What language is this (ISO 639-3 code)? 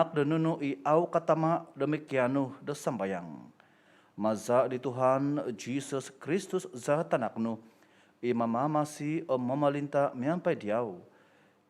dtp